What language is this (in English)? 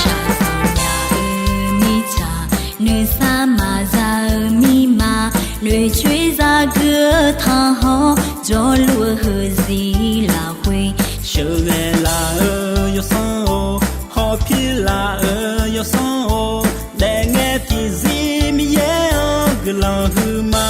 Akha